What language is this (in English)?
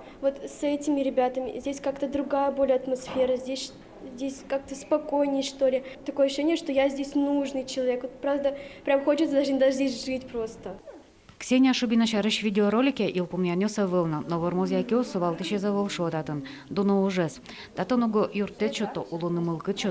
Udmurt